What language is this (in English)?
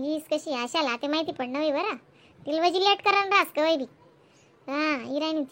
Khandesi